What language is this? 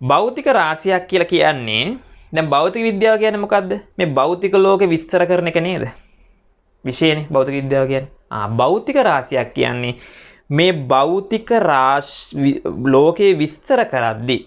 Sinhala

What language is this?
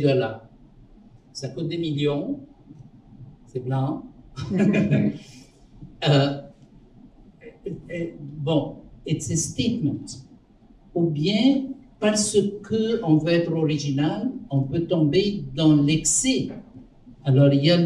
French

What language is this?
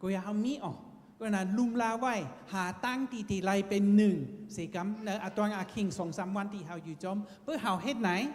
Shan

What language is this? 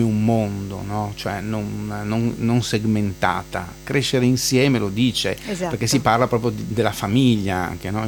Italian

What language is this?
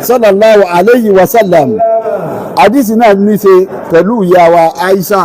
Yoruba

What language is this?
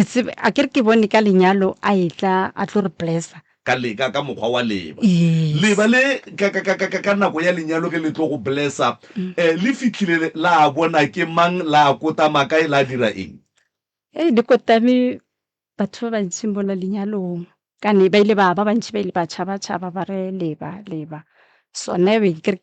Northern Sotho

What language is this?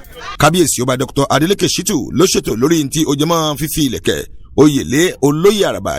Yoruba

